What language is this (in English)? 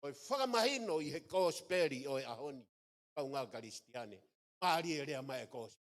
Tongan